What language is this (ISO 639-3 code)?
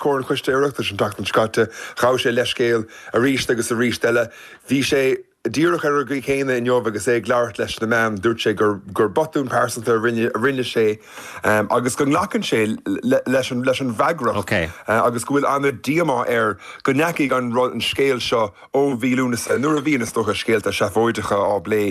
gle